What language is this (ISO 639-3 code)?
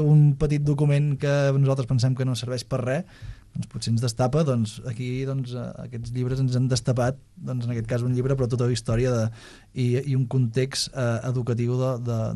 cat